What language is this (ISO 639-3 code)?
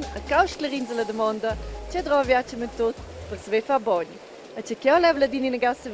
roh